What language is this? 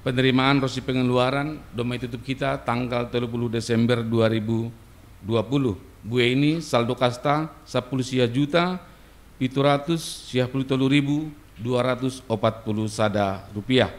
Batak Simalungun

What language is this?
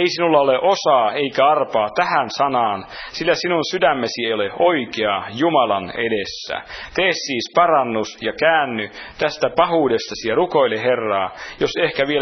Finnish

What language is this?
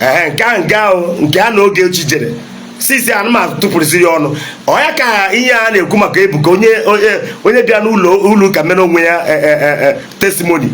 Igbo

